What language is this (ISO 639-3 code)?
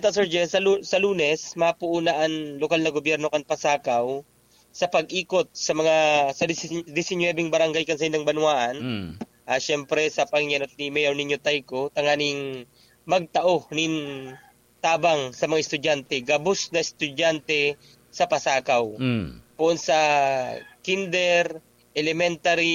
bik